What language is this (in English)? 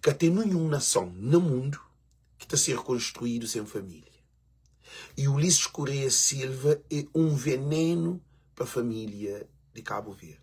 Kabuverdianu